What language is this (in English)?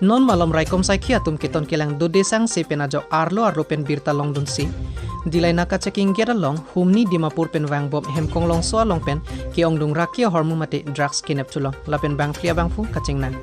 Karbi